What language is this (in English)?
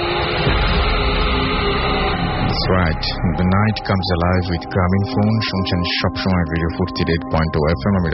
Bangla